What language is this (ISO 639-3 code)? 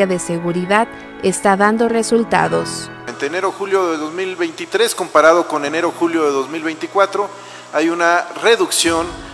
spa